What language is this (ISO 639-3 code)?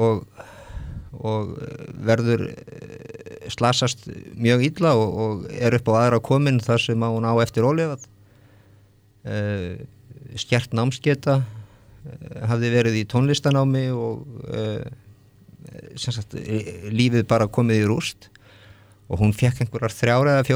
isl